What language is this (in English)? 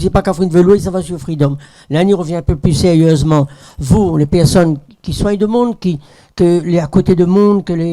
Réunion Creole French